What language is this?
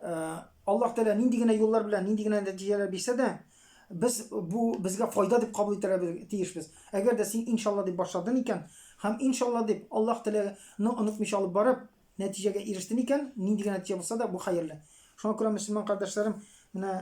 Tatar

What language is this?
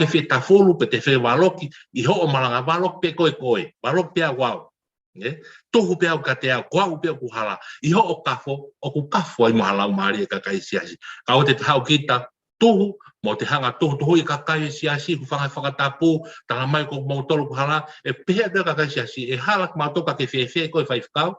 Tongan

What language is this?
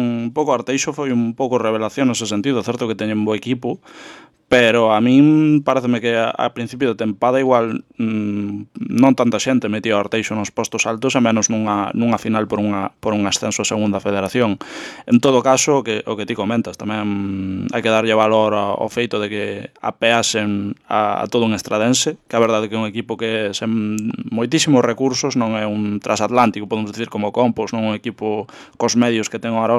Galician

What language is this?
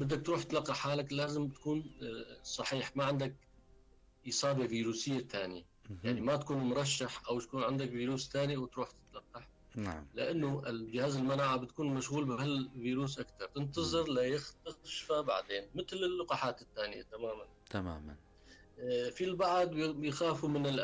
North Levantine Arabic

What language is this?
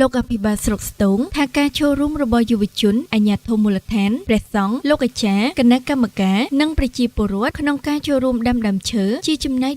Khmer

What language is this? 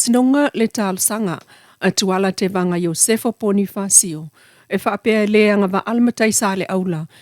Samoan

